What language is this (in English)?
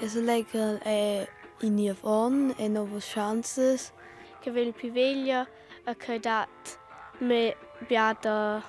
Romansh